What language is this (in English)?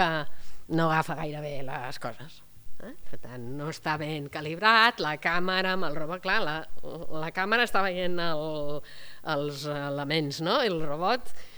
Catalan